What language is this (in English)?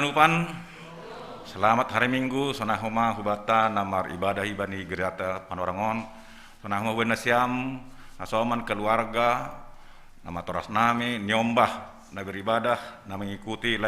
Batak Simalungun